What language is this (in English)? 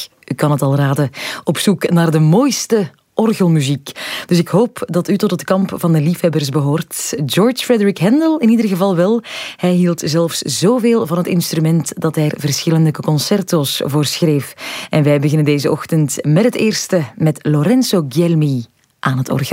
Dutch